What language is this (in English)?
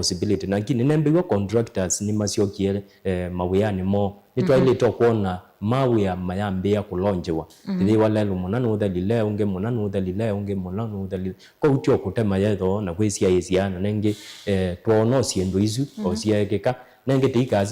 Kamba